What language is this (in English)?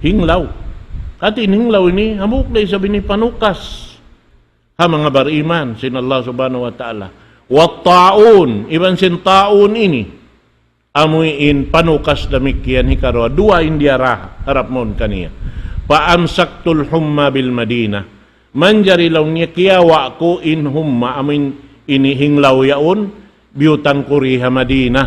Tausug